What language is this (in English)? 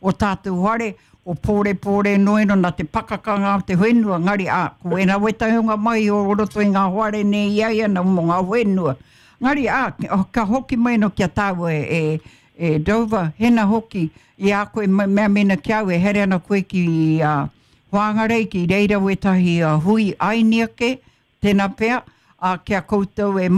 Māori